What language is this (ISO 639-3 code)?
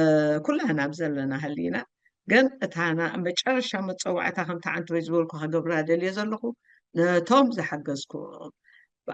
tir